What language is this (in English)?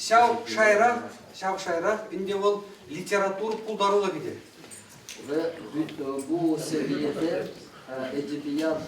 Chuvash